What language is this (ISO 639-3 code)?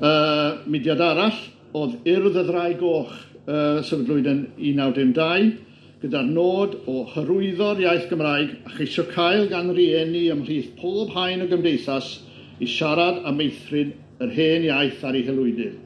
cym